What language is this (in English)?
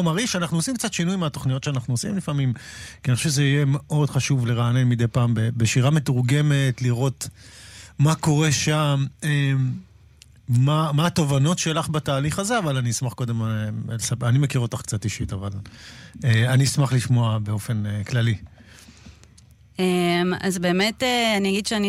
Hebrew